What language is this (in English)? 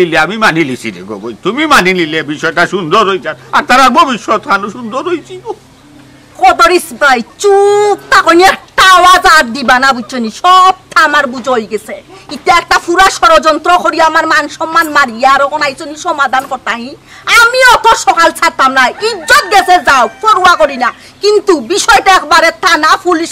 Sylheti